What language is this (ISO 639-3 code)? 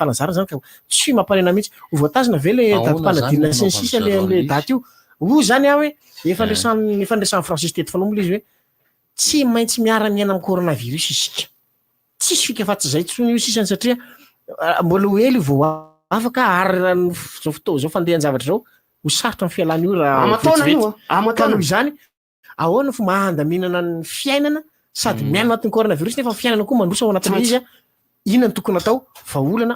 mlg